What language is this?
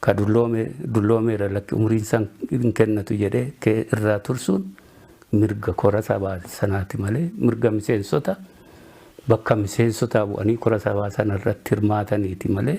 Oromo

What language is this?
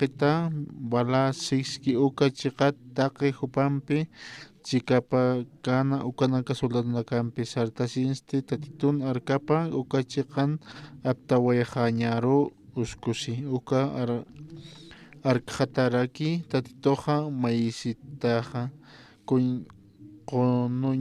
Aymara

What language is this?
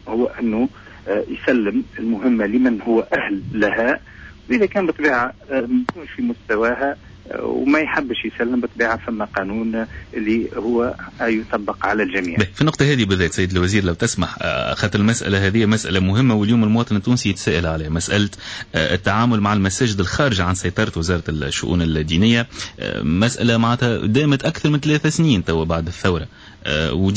Tunisian Arabic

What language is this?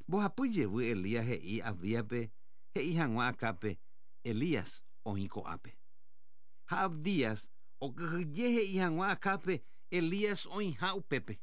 Guarani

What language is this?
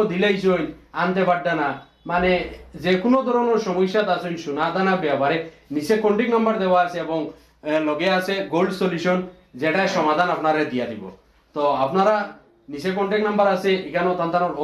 Sylheti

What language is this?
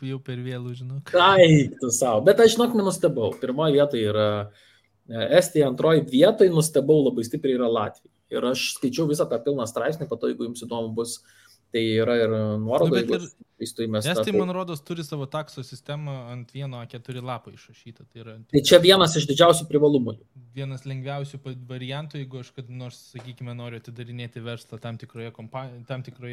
Lithuanian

